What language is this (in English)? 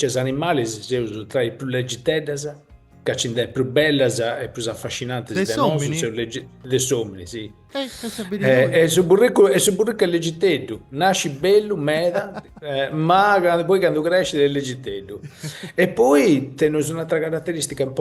Sardinian